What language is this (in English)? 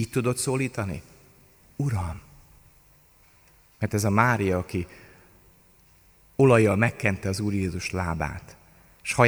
Hungarian